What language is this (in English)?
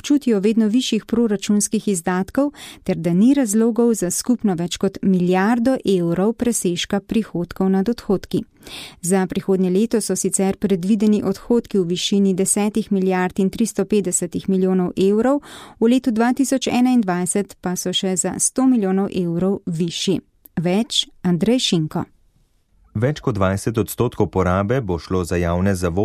Slovenian